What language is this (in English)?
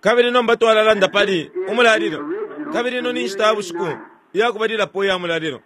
Bemba